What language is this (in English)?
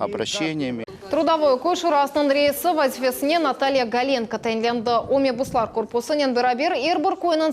Crimean Tatar